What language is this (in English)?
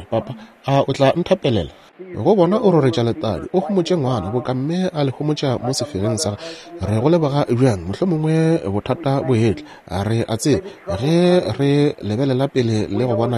Northern Sotho